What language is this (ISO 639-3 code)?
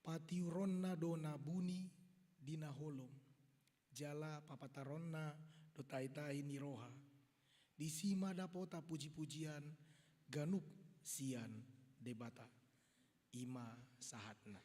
bbc